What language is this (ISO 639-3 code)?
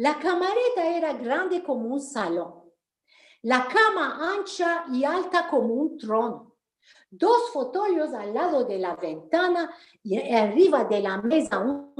lad